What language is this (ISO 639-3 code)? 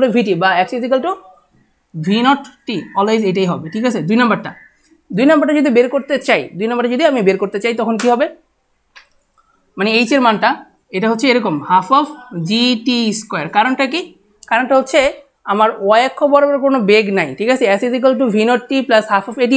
ben